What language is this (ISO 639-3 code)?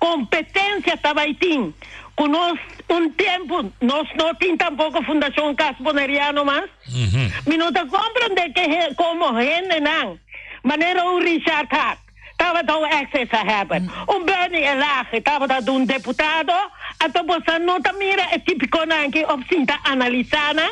pap